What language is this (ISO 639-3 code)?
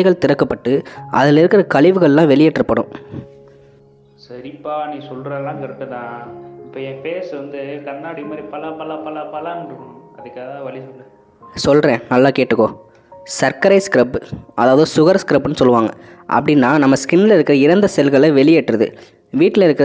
tam